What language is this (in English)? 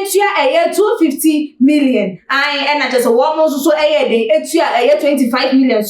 Akan